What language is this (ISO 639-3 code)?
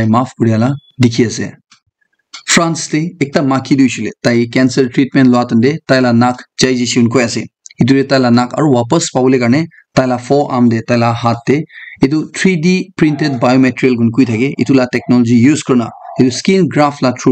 nag